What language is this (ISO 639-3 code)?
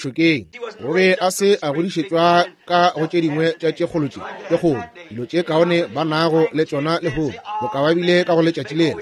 nso